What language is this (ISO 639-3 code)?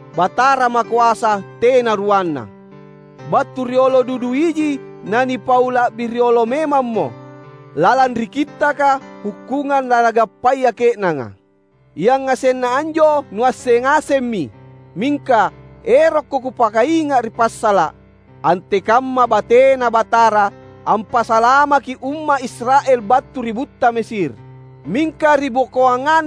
mak